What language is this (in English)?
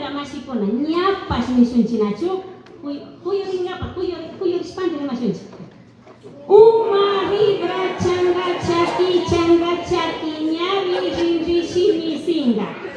Imbabura Highland Quichua